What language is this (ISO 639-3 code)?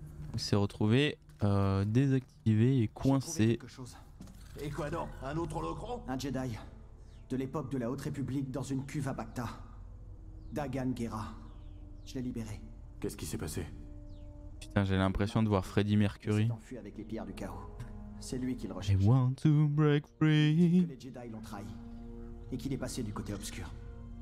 fra